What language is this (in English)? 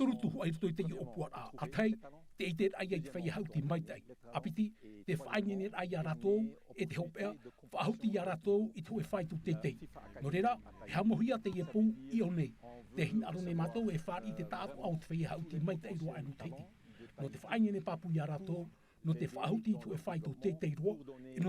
Tahitian